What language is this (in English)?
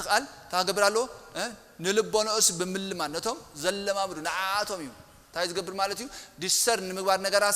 Tigrinya